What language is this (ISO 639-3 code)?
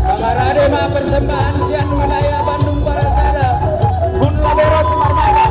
bbc